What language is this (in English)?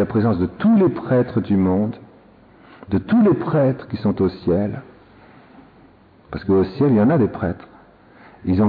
French